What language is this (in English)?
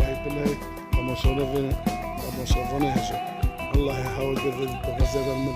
Kurdish